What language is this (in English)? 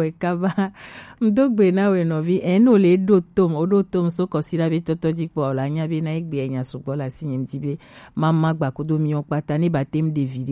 Gen